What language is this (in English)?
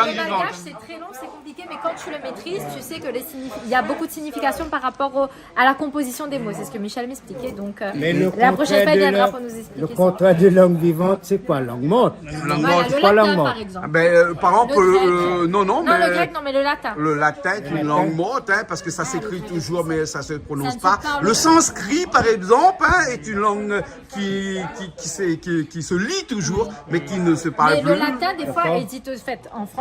Réunion Creole French